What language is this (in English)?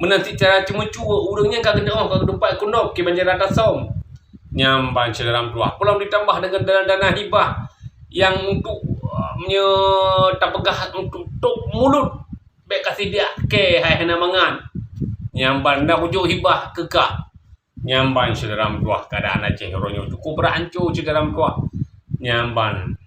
Achinese